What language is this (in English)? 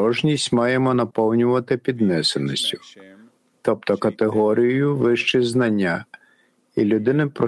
Ukrainian